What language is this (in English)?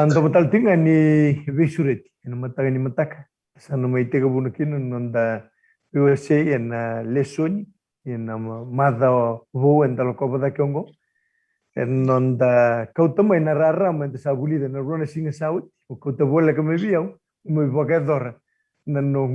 Fijian